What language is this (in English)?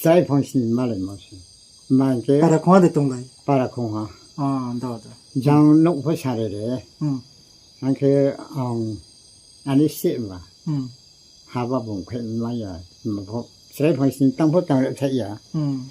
Riang (India)